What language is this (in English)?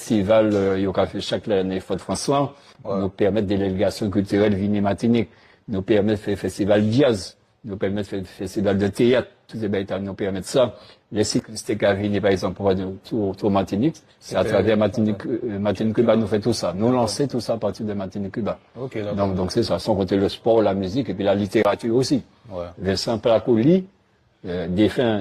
Guadeloupean Creole French